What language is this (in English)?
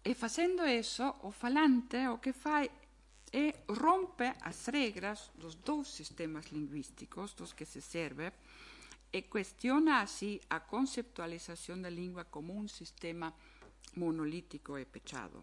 Galician